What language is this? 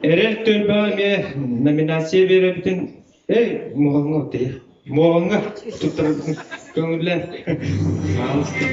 Yakut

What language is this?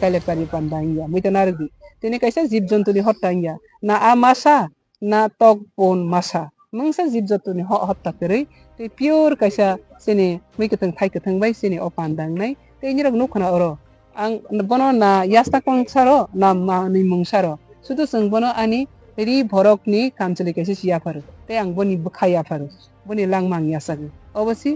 Kok Borok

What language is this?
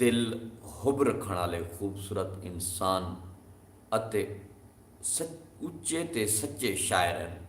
Saraiki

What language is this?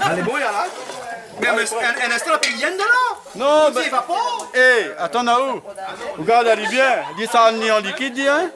Réunion Creole French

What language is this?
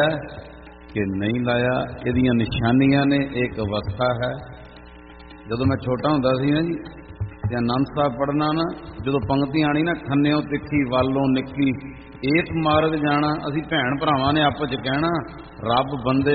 Punjabi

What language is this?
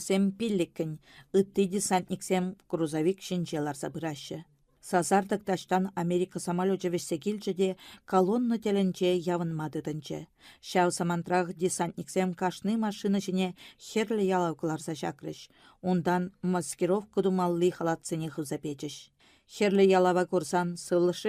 Chuvash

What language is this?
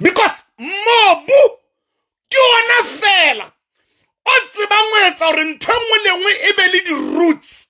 Southern Sotho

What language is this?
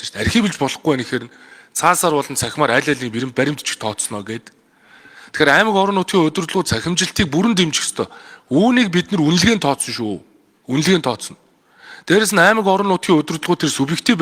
Mongolian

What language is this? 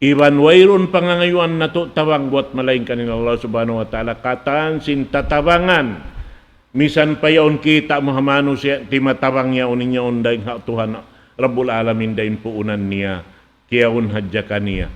Tausug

